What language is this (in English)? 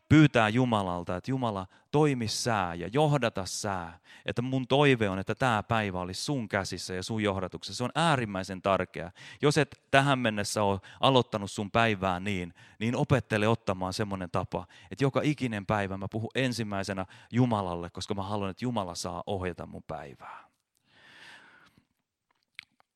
Finnish